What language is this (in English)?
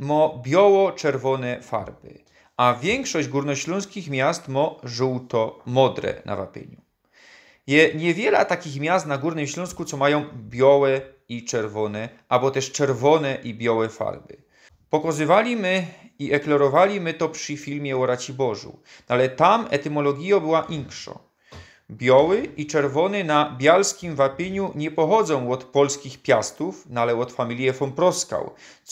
Silesian